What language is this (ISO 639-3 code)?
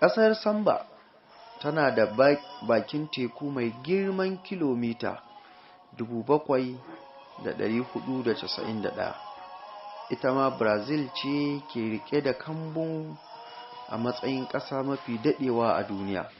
hau